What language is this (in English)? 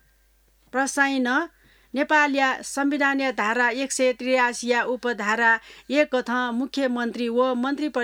Newari